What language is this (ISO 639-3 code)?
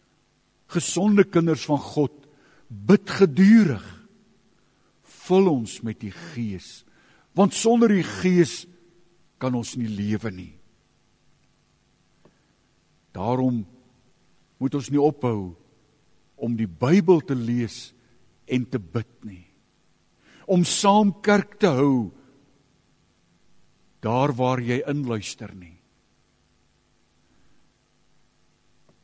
afr